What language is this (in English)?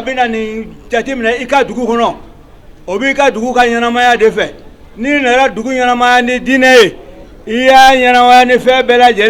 Bambara